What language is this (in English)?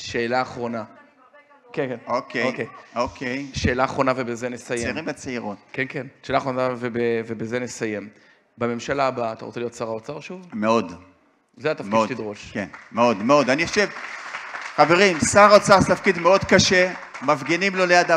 Hebrew